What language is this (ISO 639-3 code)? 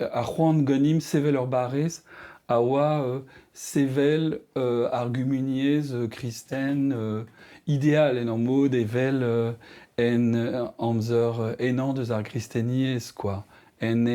bre